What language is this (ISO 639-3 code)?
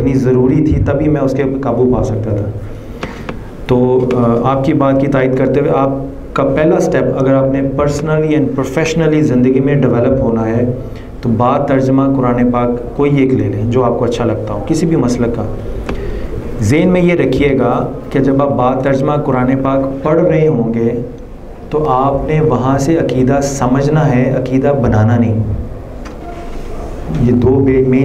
urd